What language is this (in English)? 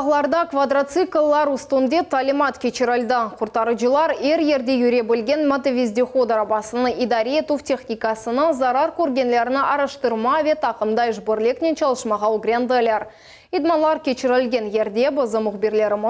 Crimean Tatar